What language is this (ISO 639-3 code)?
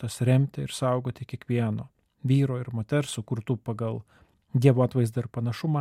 lit